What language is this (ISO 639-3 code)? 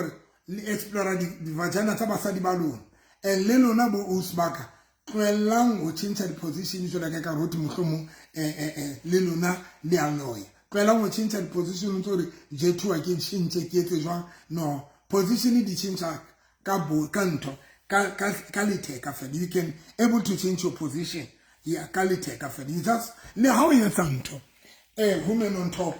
sot